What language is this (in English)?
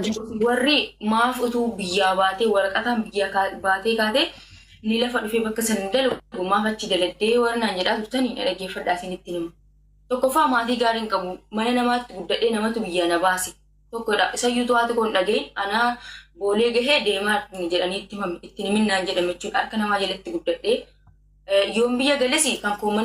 Oromo